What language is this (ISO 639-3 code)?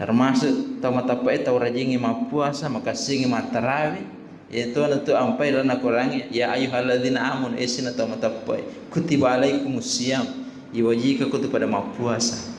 bug